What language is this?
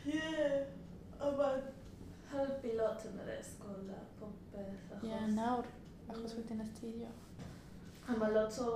Welsh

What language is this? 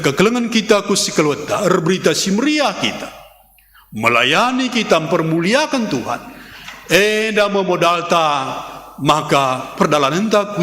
Batak Karo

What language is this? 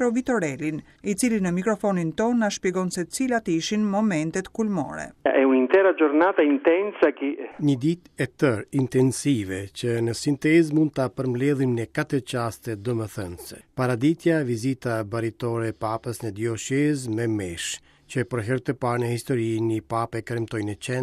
Albanian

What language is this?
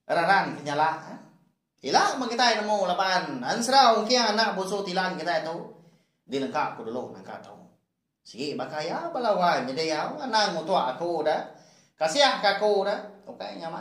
Iban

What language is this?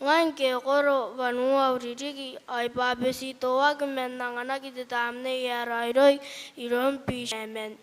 Gilbertese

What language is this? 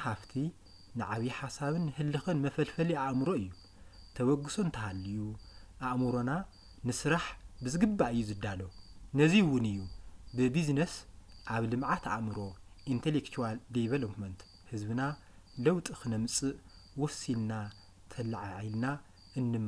Tigrinya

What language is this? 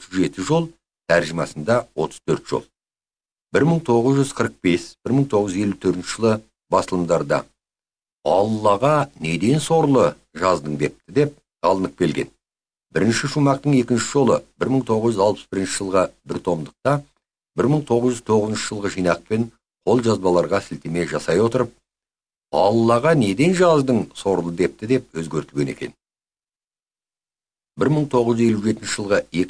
Kazakh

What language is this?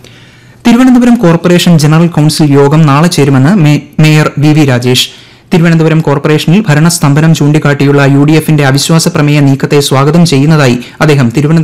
Malayalam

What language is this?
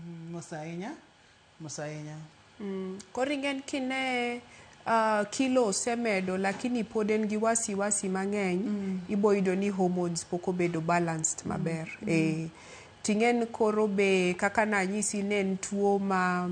Luo (Kenya and Tanzania)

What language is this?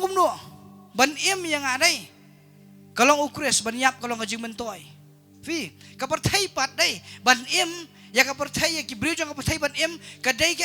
Khasi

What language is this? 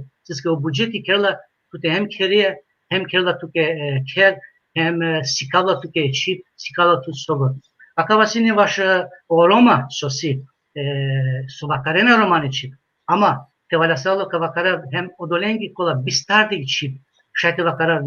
Balkan Romani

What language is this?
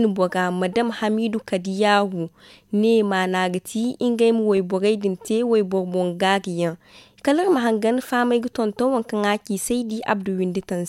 Zarma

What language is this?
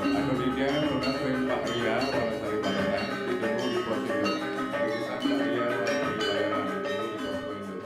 Balinese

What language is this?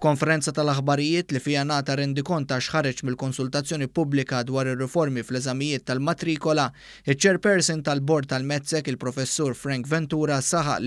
Maltese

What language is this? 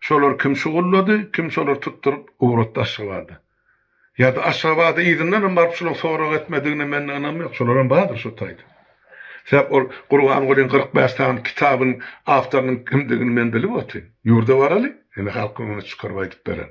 Turkmen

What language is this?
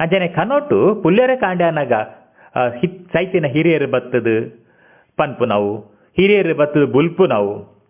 Tulu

